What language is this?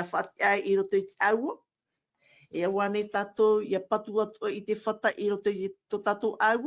Tahitian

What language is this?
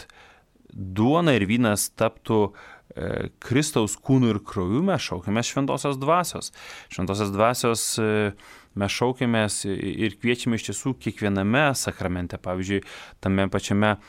Lithuanian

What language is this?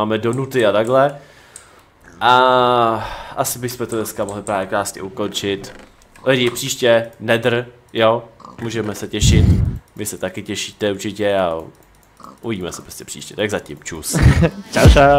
Czech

